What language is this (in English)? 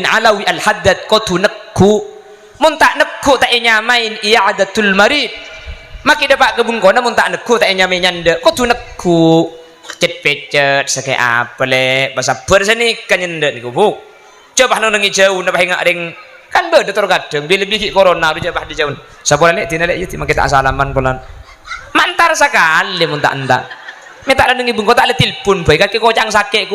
Madurese